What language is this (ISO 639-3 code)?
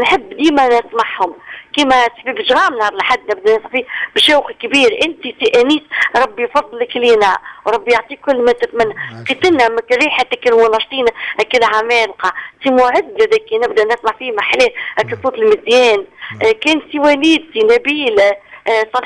aeb